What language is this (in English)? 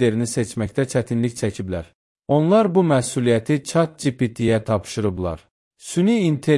Azerbaijani